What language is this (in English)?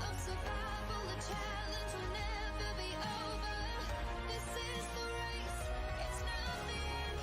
Kara-Kalpak